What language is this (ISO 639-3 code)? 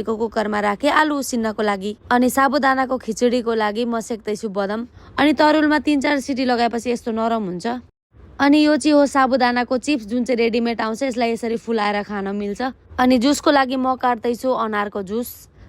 nep